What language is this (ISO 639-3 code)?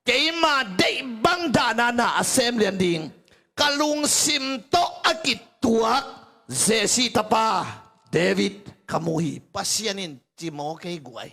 ctd